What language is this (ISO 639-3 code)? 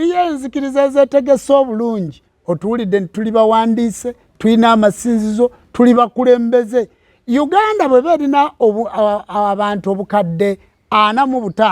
lug